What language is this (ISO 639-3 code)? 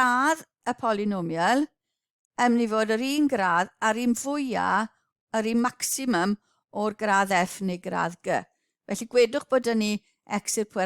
cym